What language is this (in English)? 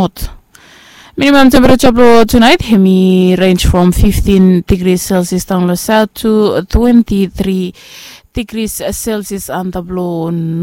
Bislama